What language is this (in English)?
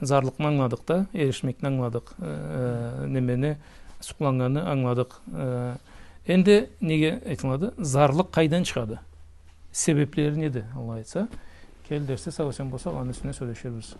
Karachay-Balkar